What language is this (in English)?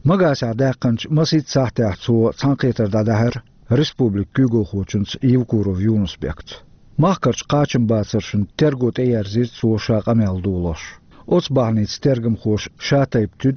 Chechen